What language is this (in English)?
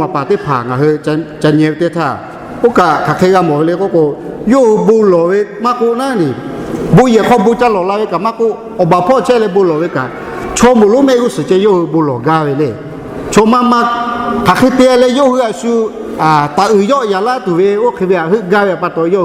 Lahu